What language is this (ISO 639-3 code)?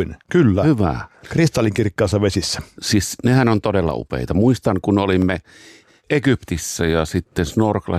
fin